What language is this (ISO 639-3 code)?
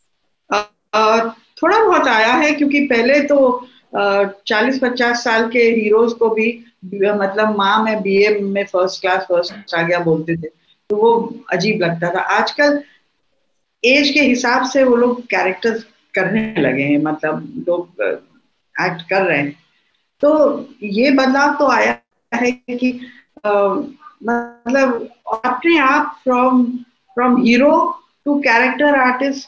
hin